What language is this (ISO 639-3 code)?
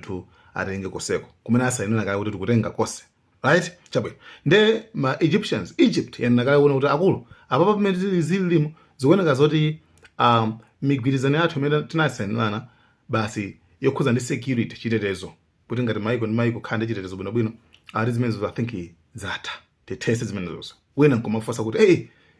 nya